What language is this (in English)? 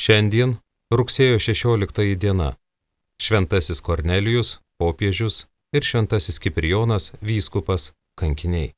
Lithuanian